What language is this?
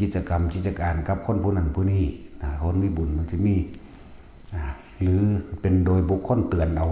Northeastern Thai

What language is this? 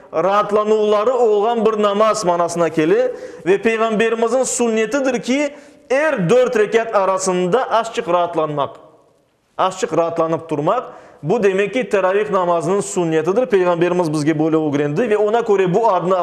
Crimean Tatar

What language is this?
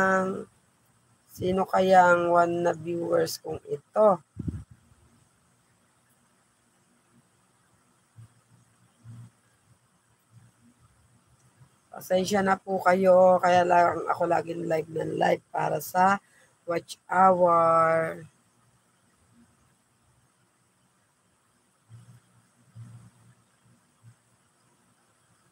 Filipino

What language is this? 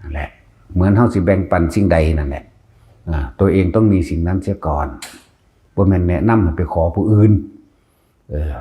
Northeastern Thai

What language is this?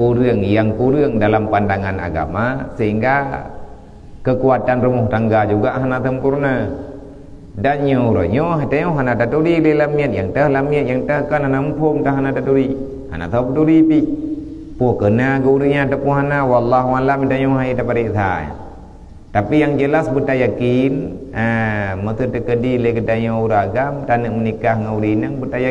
Achinese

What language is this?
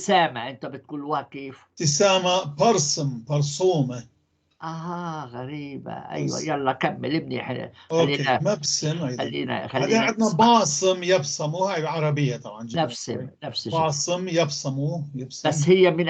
North Levantine Arabic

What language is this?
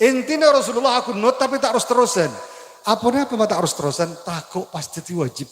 Madurese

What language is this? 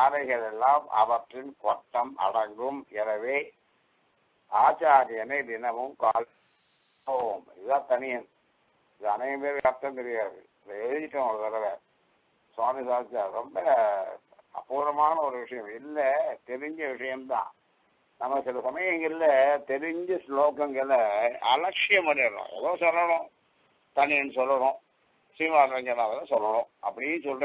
Tamil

